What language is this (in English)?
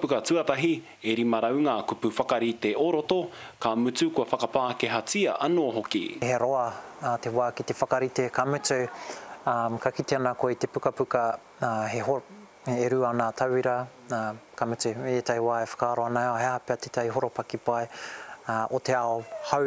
Māori